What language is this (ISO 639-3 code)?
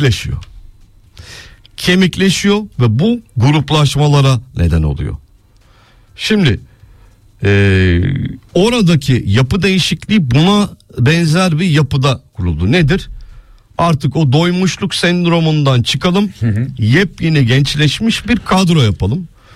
tur